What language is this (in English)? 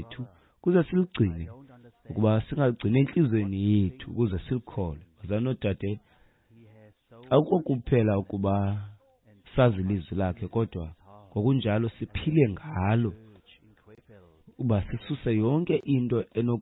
Xhosa